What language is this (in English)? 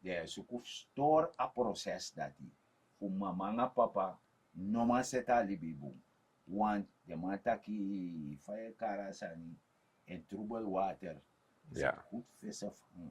Sranan Tongo